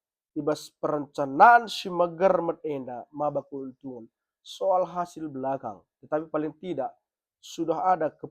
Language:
Batak Karo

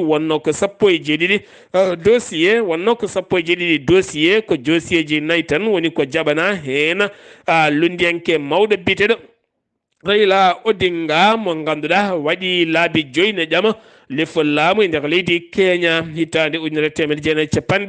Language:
Fula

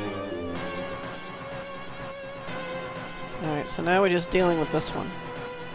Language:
English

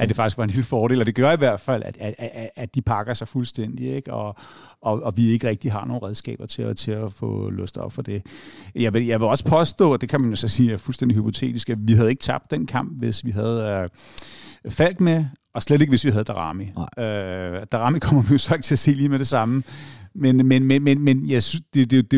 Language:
Danish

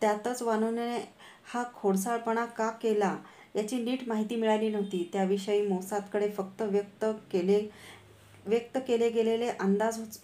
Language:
Marathi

